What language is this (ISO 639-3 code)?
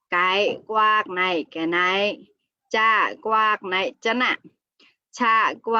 mnw